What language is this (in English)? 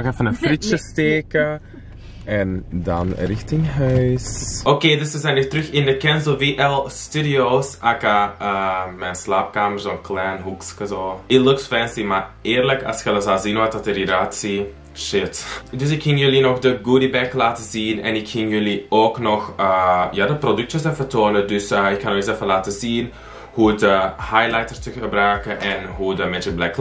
Dutch